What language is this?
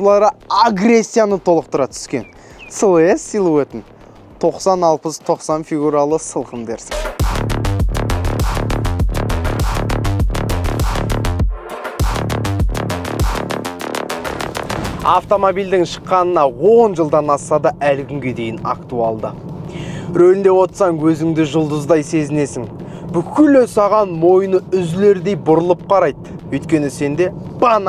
Kazakh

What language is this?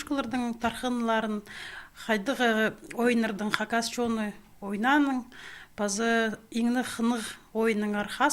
Khakas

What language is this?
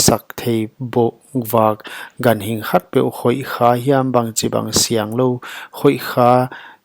Paite Chin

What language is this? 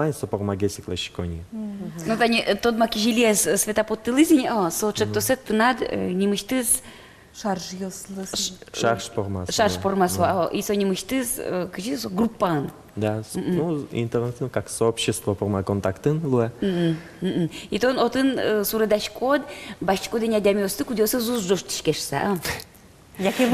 Udmurt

